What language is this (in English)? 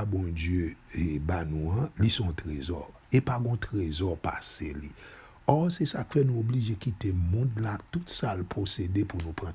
Haitian Creole